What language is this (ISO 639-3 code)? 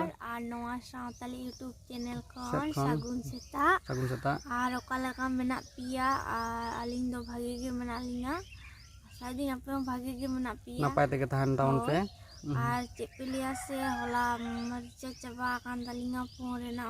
sat